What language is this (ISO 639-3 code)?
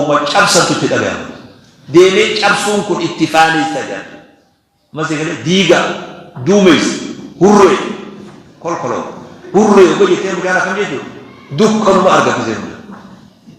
orm